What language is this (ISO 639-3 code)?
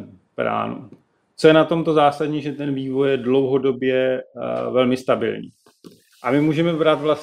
ces